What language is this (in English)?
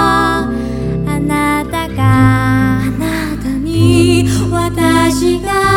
Japanese